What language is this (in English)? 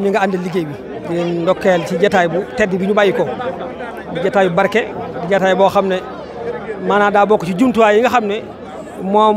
Wolof